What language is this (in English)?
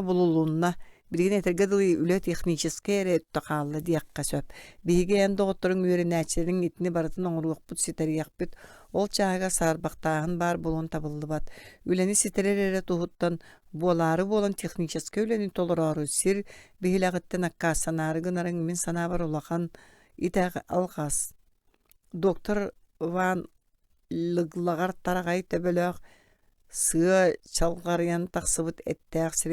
Yakut